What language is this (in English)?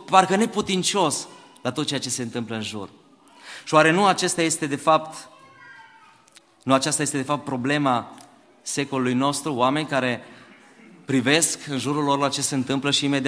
Romanian